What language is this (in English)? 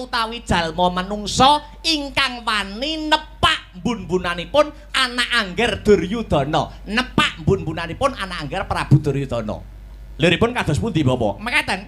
Javanese